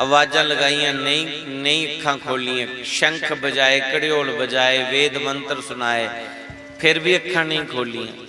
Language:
Dogri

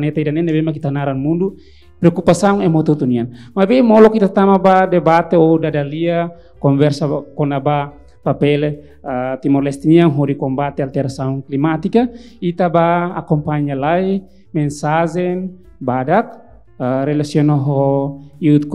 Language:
Tetum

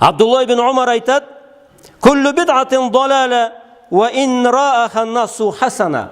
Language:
Karachay-Balkar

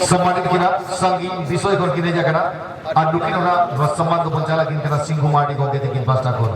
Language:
Santali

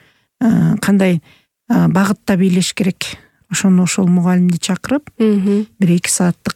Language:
Kyrgyz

